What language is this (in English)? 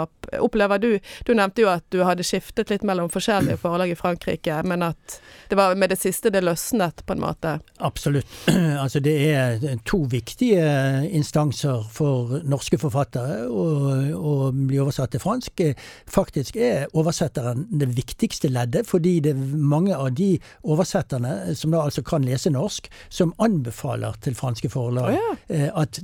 Norwegian